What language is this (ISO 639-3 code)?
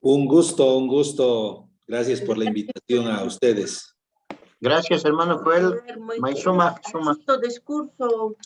quh